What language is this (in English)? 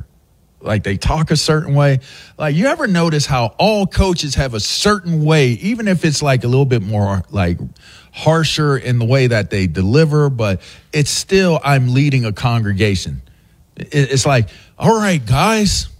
English